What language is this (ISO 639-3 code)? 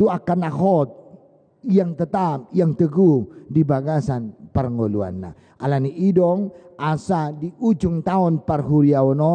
bbc